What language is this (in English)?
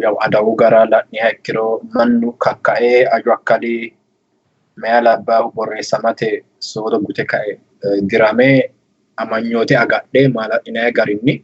Sidamo